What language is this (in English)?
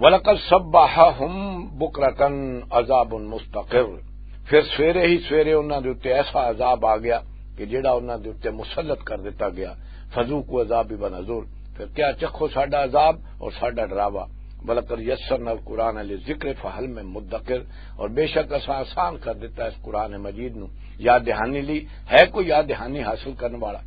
Western Panjabi